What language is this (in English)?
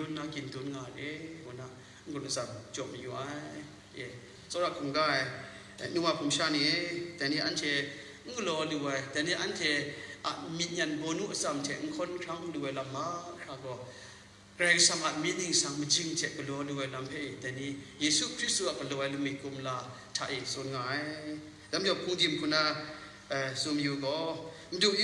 Kachin